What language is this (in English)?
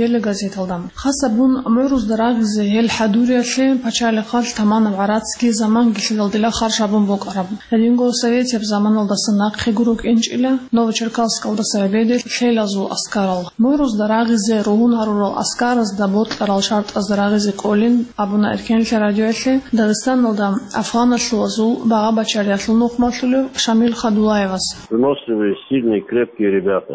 Avaric